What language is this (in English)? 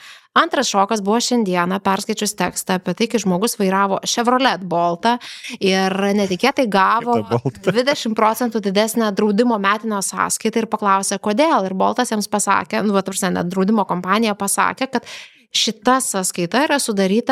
Lithuanian